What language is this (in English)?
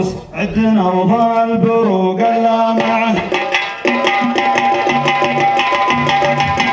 Arabic